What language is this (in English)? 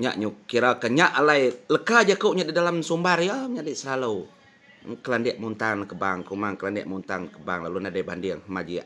Iban